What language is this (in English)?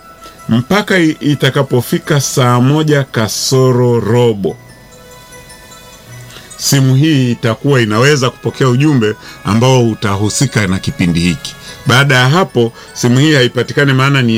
Swahili